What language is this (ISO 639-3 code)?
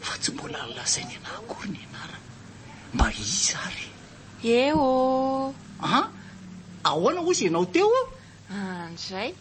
mlg